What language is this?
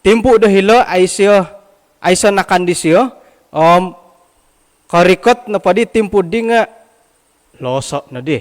Central Dusun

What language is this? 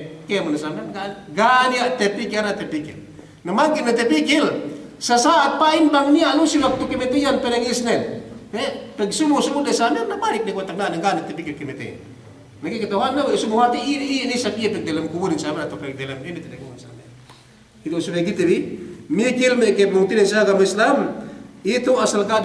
Yakan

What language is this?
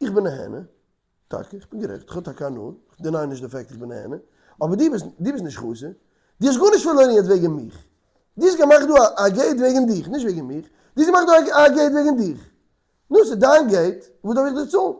Yiddish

